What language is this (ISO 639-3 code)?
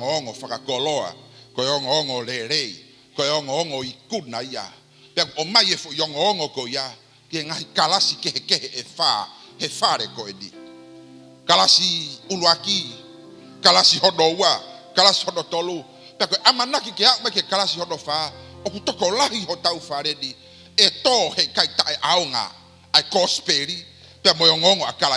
ton